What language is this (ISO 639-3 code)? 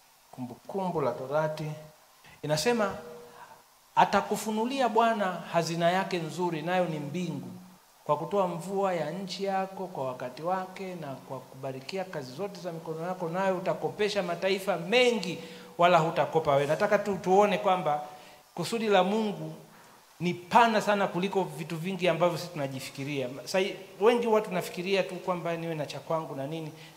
swa